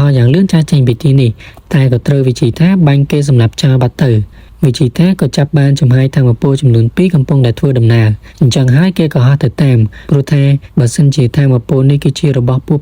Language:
Khmer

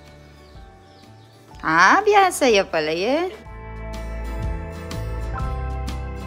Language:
Filipino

